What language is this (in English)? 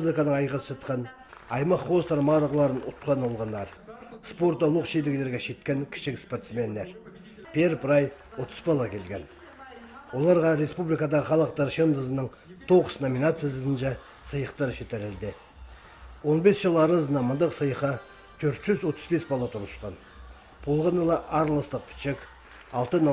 Khakas